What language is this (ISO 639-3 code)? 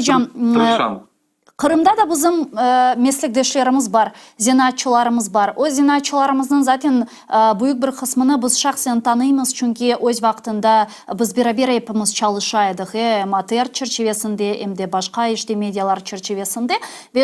crh